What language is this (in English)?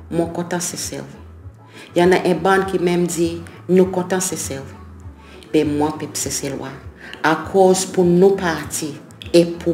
Seselwa Creole French